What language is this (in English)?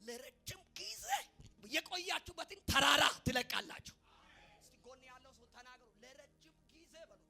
Amharic